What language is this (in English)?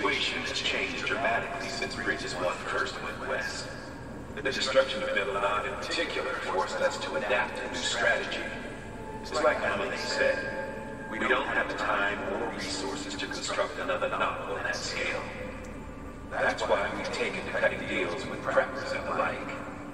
English